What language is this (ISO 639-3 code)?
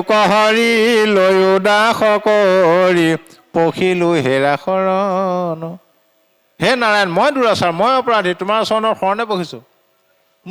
asm